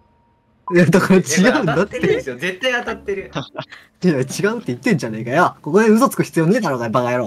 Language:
Japanese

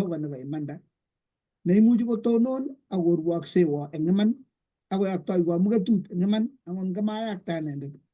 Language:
Kalenjin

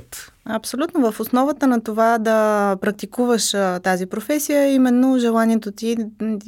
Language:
Bulgarian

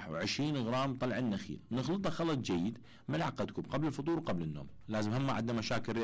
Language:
Mesopotamian Arabic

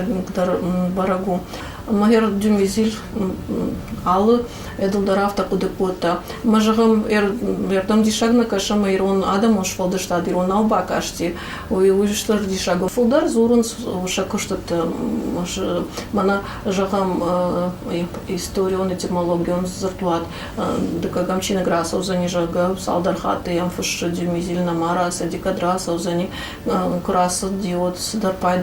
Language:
Ossetic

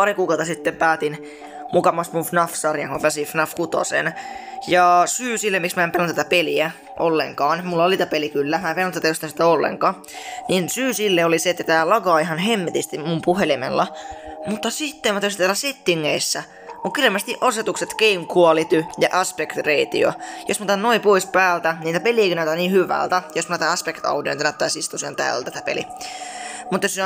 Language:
Finnish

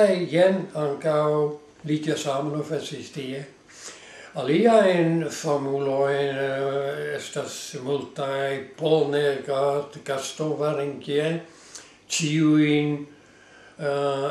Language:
Esperanto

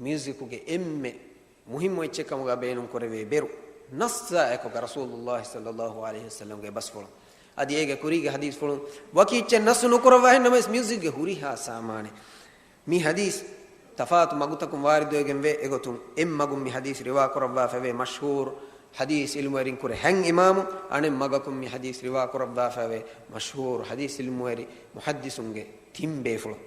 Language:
Divehi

